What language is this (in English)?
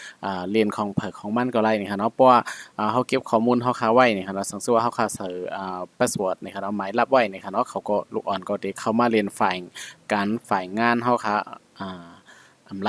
Shan